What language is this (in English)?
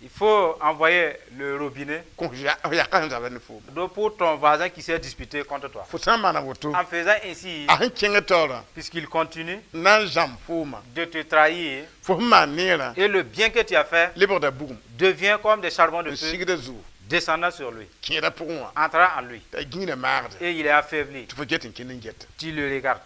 Mossi